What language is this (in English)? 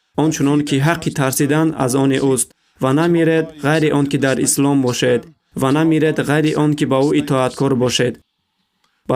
Tajik